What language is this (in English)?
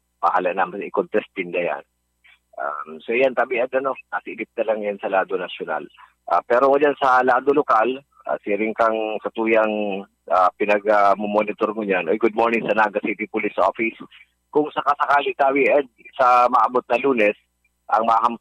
Bikol